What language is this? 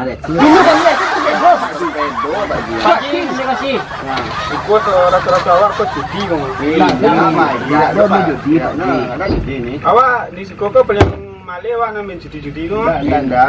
Minangkabau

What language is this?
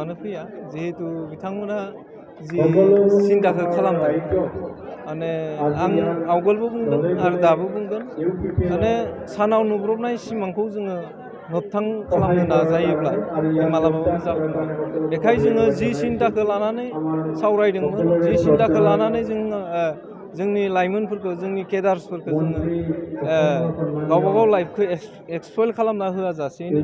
Bodo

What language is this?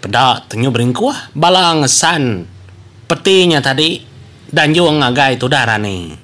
Iban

